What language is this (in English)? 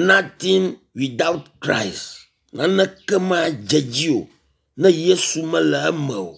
Ewe